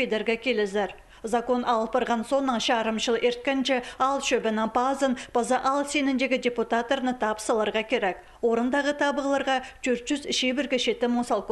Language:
Khakas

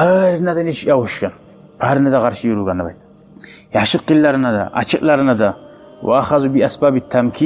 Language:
Kumyk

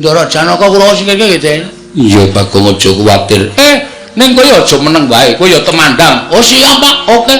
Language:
Javanese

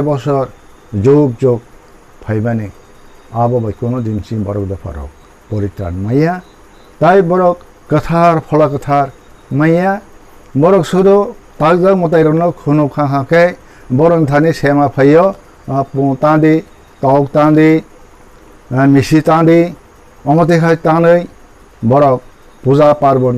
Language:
Kok Borok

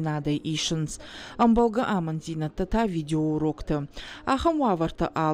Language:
Ossetic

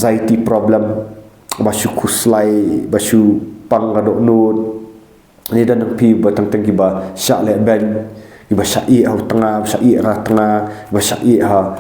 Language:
Khasi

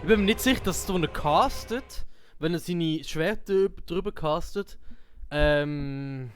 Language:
Swiss German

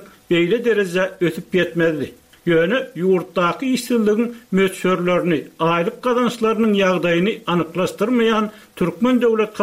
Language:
Turkmen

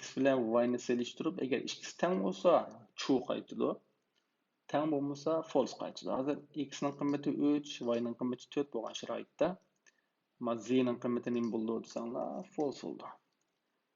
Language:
Uyghur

